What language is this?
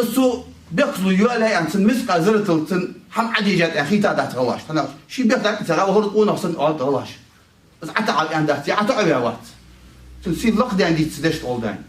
Ingush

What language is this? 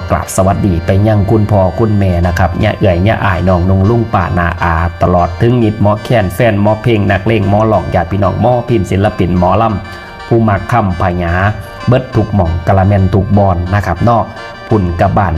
Northeastern Thai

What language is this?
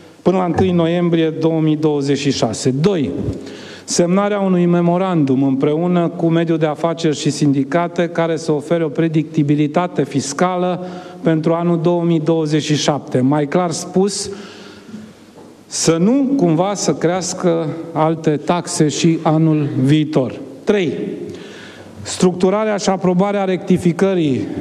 Romanian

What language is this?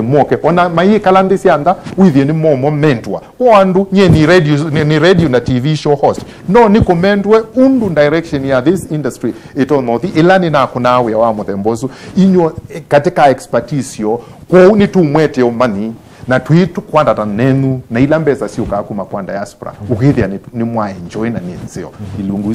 Kamba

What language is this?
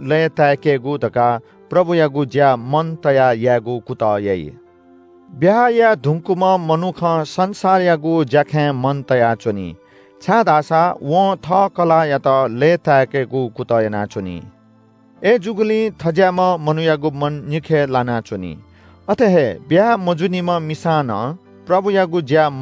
Newari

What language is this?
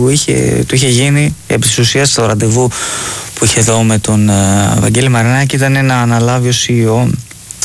Greek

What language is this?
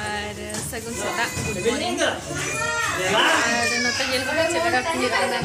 Santali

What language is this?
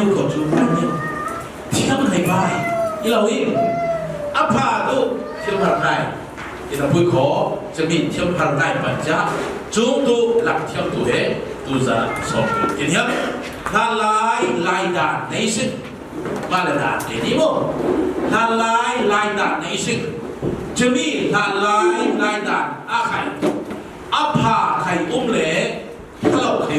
Falam Chin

